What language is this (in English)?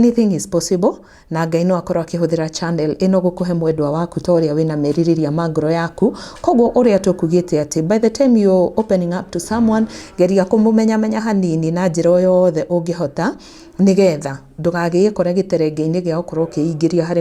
Kikuyu